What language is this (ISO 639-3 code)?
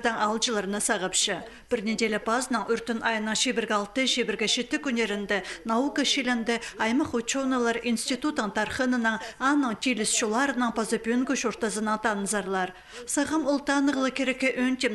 kjh